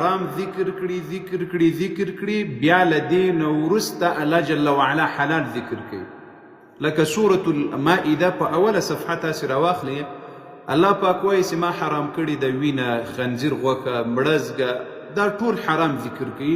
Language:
Pashto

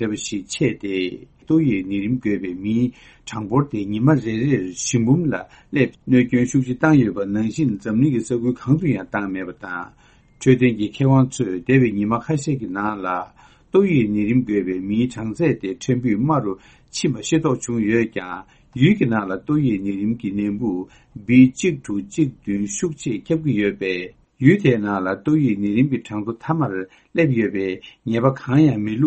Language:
Tibetan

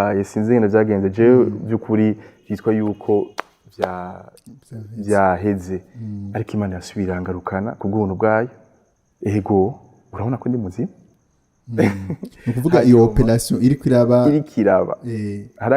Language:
Rundi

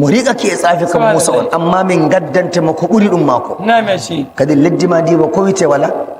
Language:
Nigerian Fulfulde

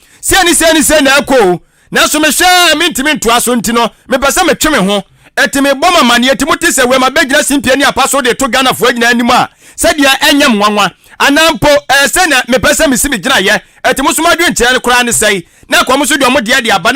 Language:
Akan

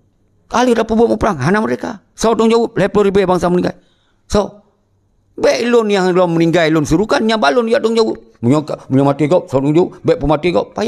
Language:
Achinese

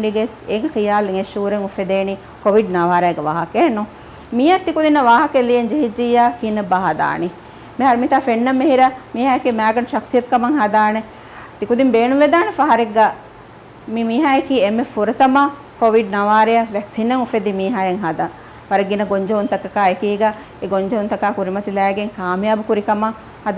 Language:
Divehi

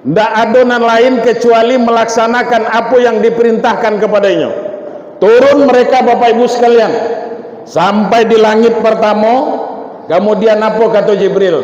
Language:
Minangkabau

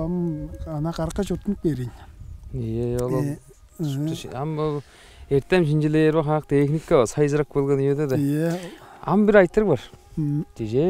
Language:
Tuvinian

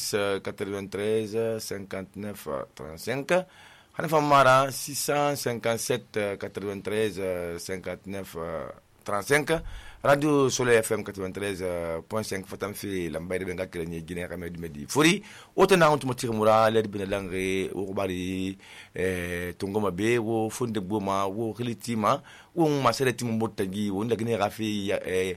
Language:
Susu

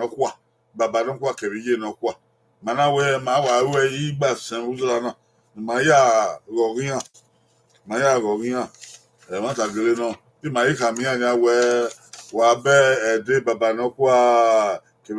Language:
Bini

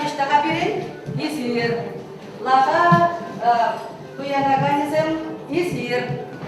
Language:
Chuvash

